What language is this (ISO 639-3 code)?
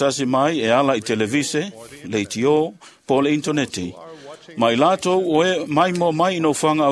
smo